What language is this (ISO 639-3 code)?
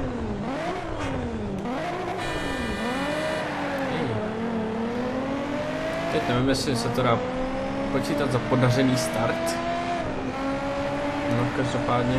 ces